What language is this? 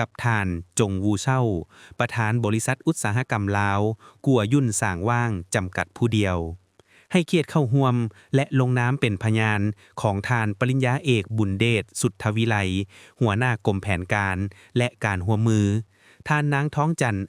Lao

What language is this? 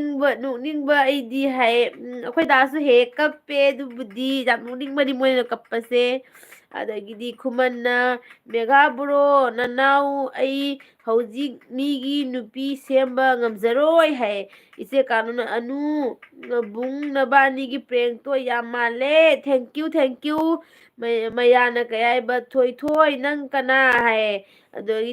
Manipuri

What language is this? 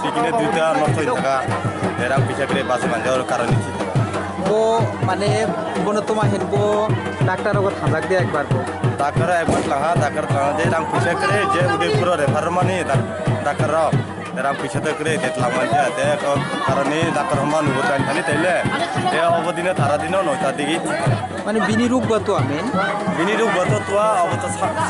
Kok Borok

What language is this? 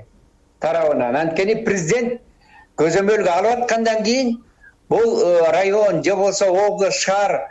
Kyrgyz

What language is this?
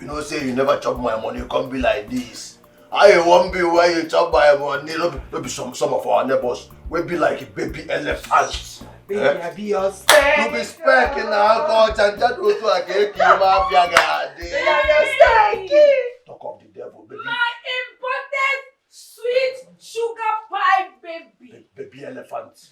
Nigerian Pidgin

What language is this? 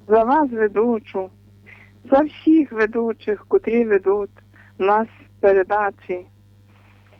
Ukrainian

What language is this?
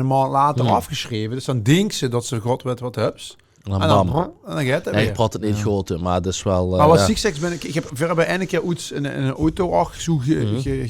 Limburgish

